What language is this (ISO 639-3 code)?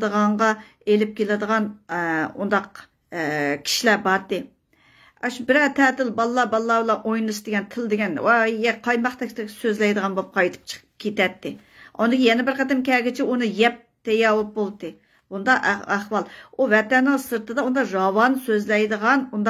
uig